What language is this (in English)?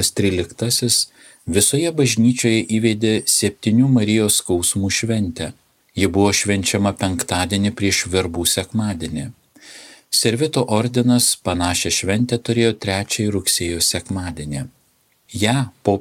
Lithuanian